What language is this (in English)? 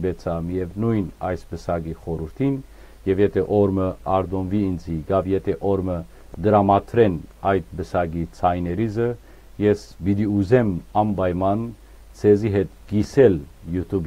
Western Armenian